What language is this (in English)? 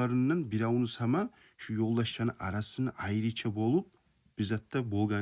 Kumyk